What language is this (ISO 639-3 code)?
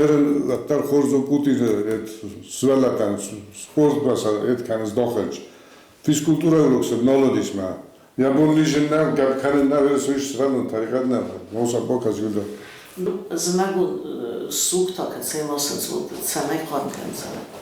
oss